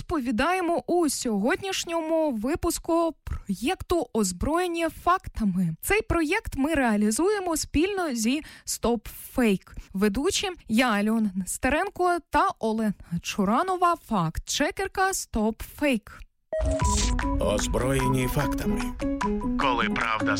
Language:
Ukrainian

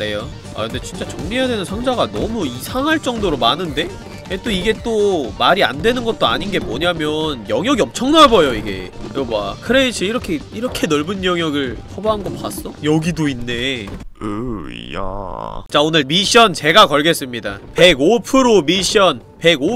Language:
Korean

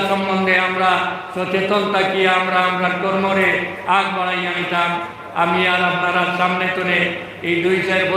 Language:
Sylheti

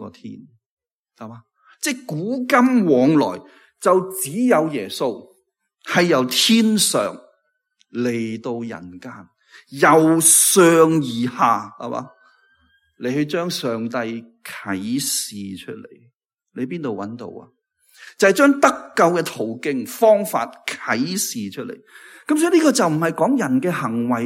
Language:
Cantonese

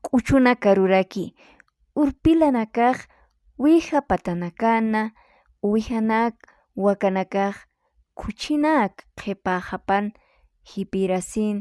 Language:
Aymara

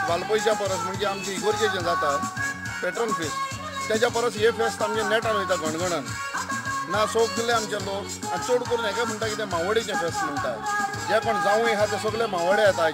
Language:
Konkani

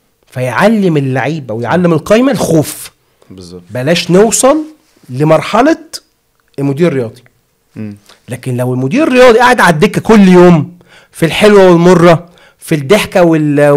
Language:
Egyptian Arabic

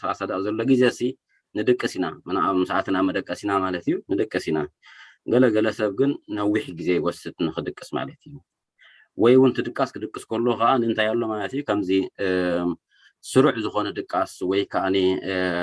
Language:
Tigrinya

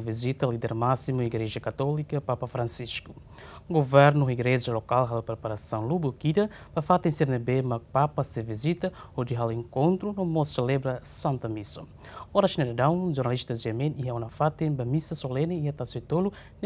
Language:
Tetum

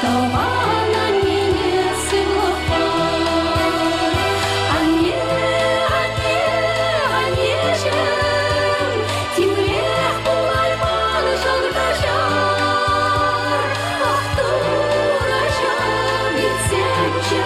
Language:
Chuvash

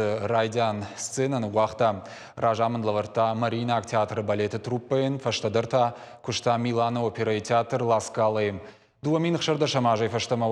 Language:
Ossetic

